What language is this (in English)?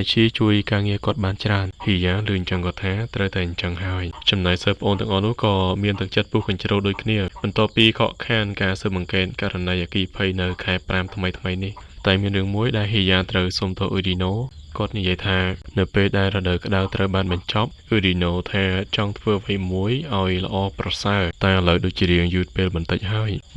Khmer